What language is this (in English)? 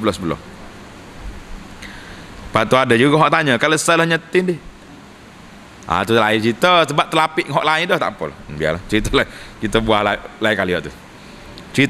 Malay